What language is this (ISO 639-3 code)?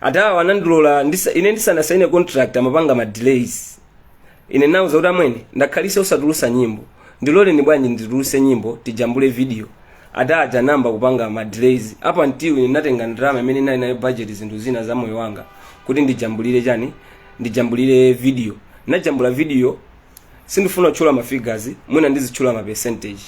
nya